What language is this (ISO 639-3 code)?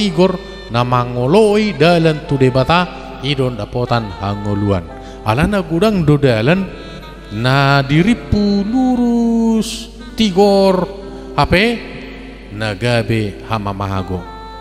bbc